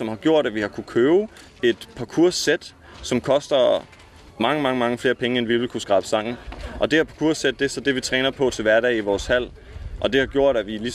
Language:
Danish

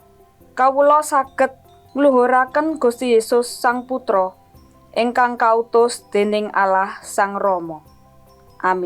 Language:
Javanese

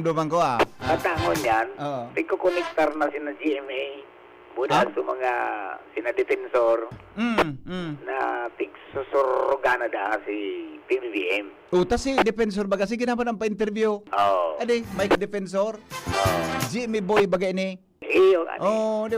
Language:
Bikol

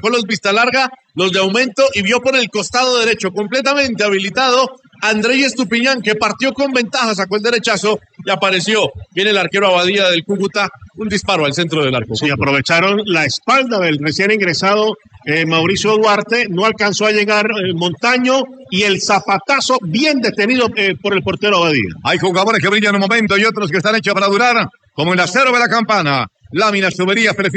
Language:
Spanish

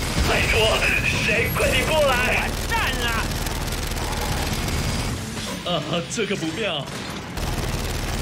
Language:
Chinese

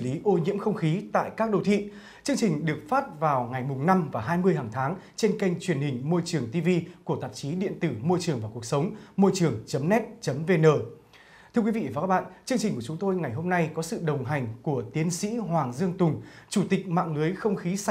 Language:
Vietnamese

